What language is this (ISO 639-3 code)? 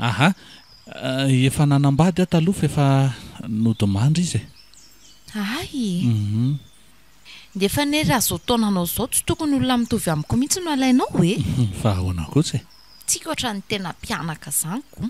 mlg